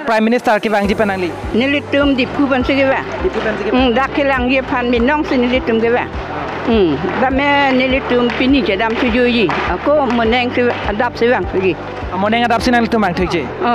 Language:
Karbi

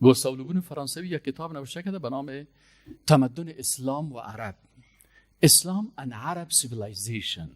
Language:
Persian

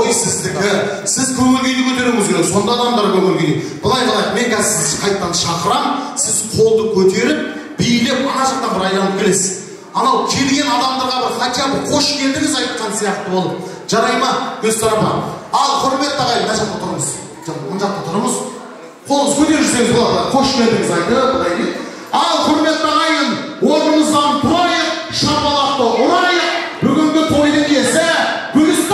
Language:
Kara-Kalpak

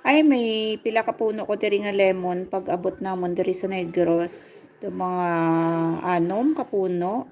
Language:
Hiligaynon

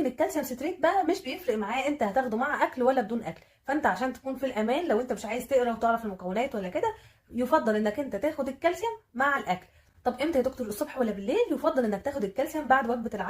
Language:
Egyptian Arabic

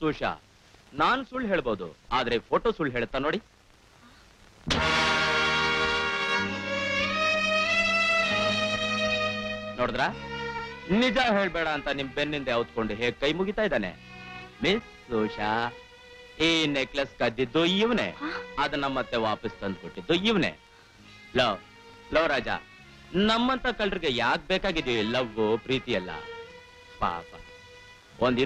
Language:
Kannada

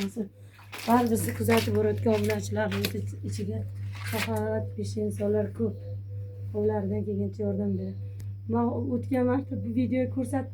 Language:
Uzbek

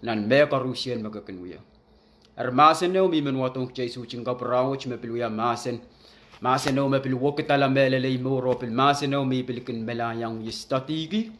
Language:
Pohnpeian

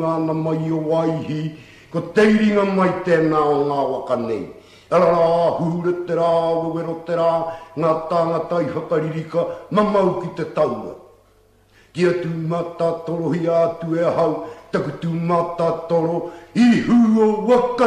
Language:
Māori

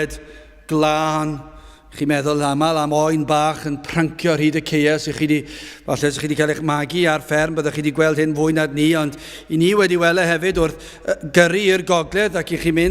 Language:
Welsh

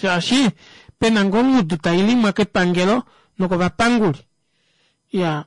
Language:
Kuanyama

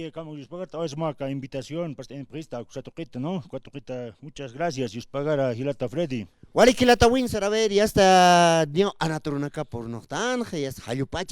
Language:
Aymara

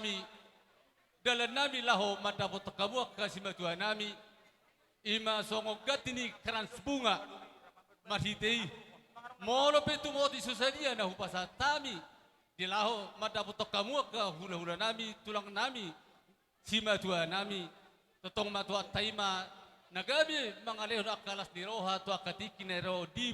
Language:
Batak Toba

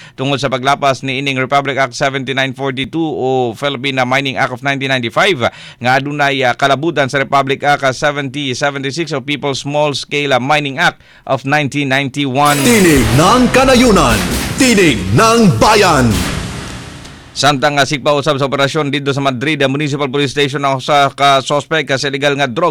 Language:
Cebuano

